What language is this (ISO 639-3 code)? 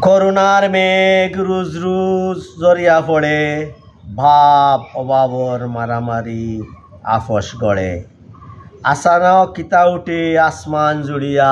syl